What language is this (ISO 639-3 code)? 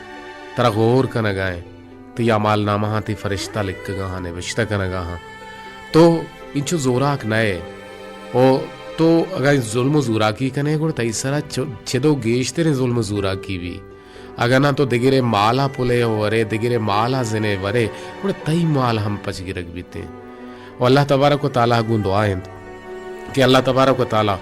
bal